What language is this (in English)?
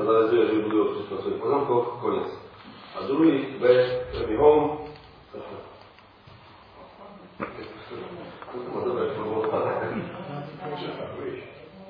Slovak